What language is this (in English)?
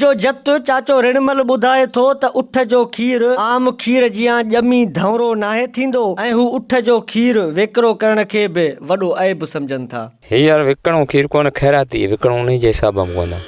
Sindhi